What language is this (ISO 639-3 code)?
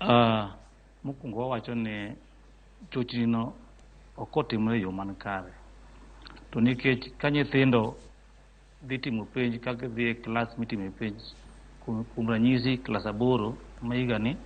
luo